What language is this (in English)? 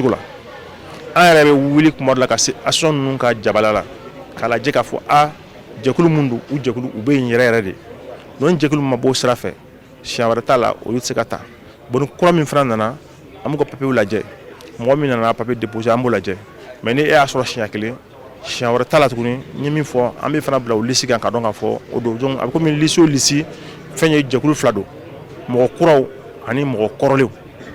Bambara